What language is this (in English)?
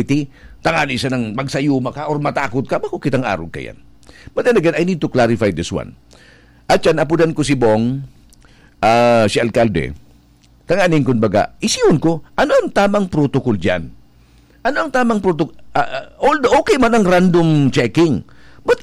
Bikol